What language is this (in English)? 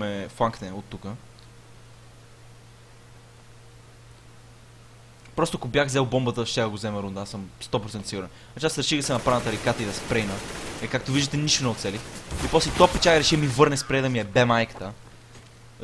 Bulgarian